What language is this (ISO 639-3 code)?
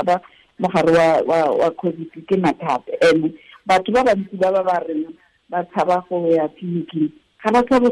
tsn